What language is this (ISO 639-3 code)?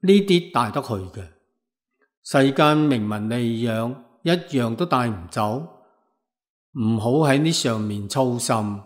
yue